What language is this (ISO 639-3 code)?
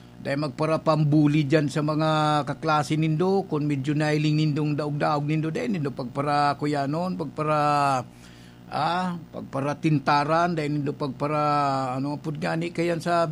bik